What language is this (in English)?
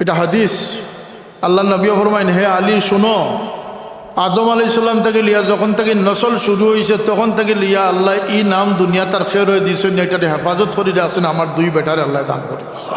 Sylheti